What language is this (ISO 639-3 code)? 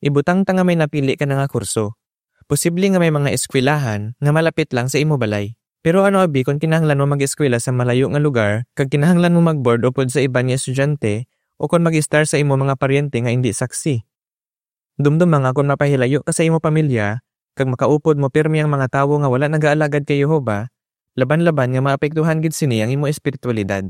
hil